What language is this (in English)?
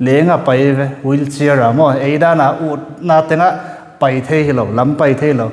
Tedim Chin